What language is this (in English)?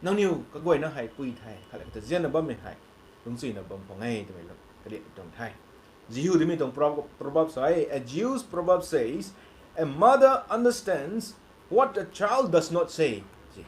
Rongmei Naga